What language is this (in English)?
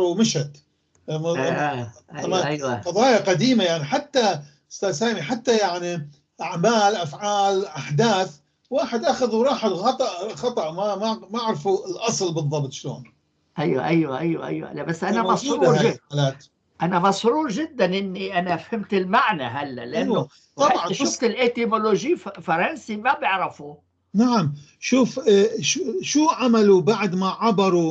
North Levantine Arabic